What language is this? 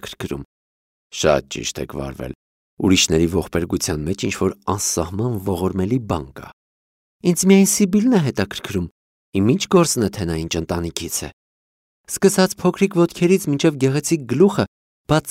Armenian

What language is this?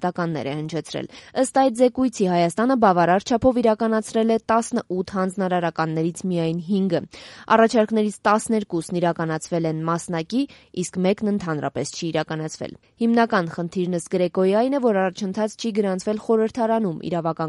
Armenian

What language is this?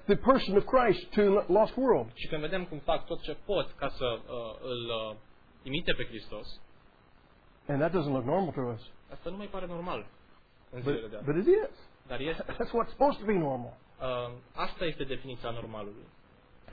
Romanian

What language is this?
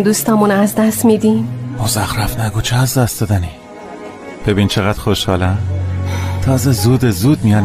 Tajik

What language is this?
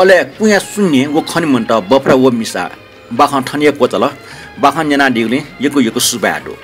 Newari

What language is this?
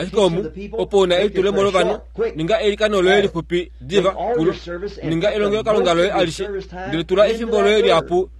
Kuanyama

